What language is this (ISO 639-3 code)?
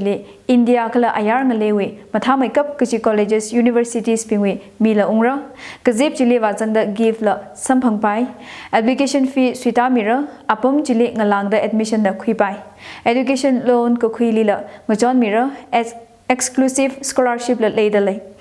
nmf